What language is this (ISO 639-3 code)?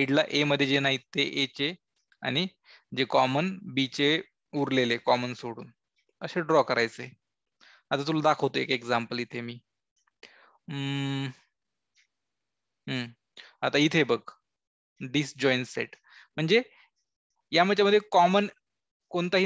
mar